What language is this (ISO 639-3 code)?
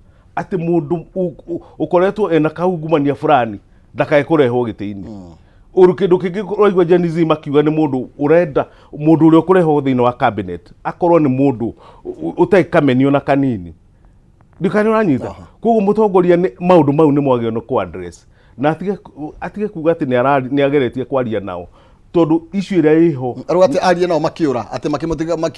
kik